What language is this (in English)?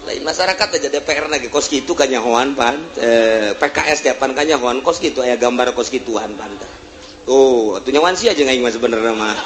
Sundanese